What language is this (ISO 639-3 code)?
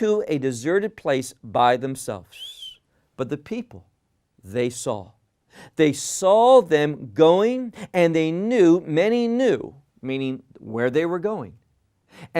eng